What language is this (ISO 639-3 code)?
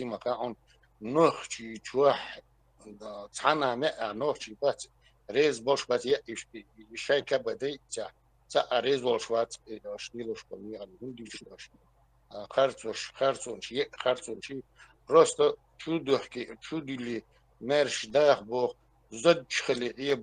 che